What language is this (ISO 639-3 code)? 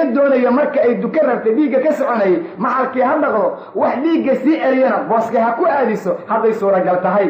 som